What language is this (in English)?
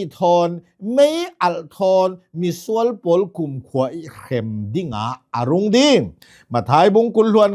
Hakha Chin